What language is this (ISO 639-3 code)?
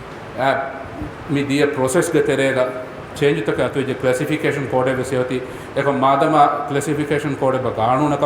sin